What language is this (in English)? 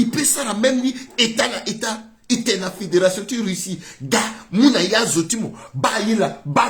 Sango